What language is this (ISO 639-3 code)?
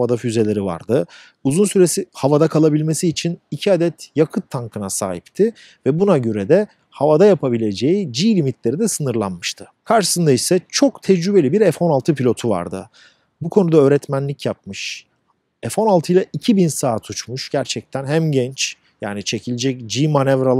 tur